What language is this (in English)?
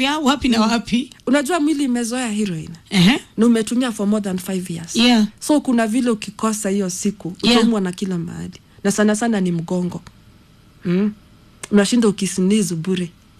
Swahili